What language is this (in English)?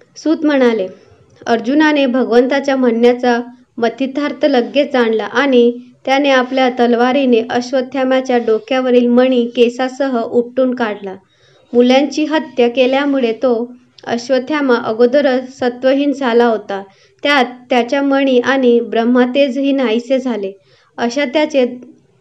Marathi